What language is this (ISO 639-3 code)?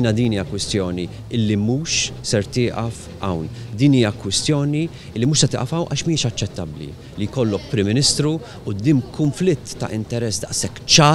mlt